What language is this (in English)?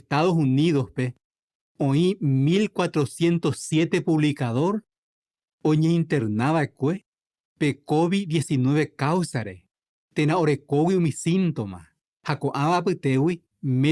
Guarani